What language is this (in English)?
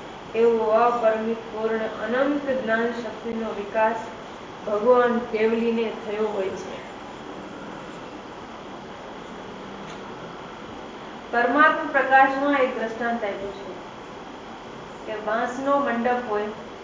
Gujarati